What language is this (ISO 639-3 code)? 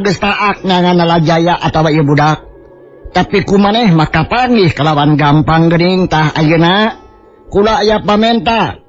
sun